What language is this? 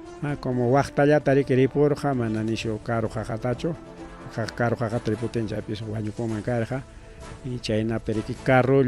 Ayacucho Quechua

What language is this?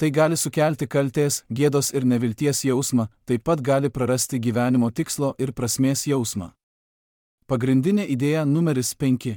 Lithuanian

